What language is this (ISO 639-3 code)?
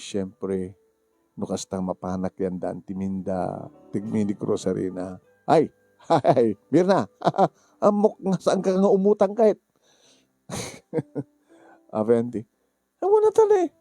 ilo